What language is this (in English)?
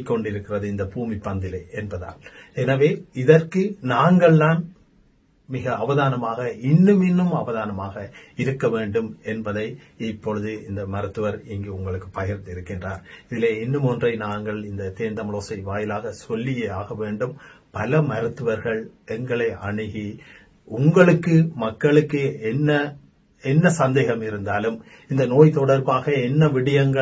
Tamil